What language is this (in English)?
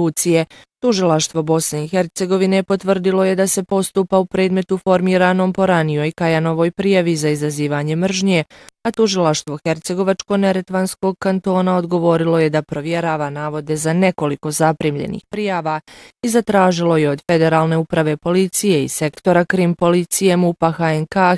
Bosnian